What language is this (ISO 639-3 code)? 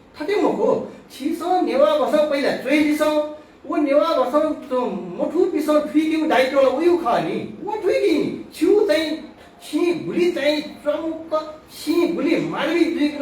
new